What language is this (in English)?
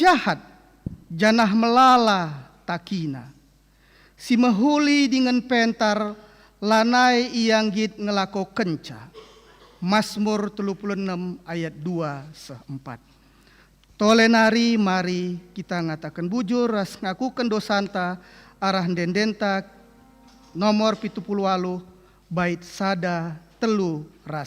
Batak Karo